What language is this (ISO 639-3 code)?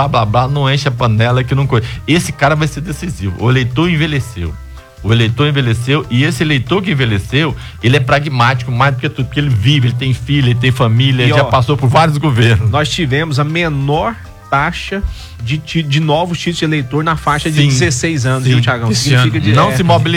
por